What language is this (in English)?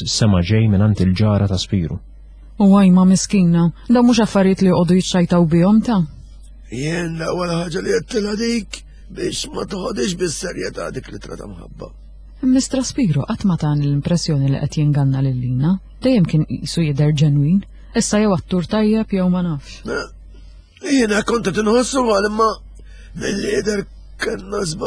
Maltese